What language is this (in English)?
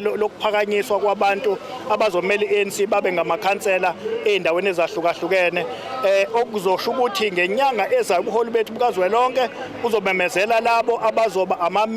Zulu